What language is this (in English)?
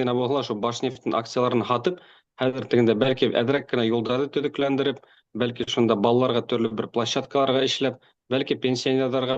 Bashkir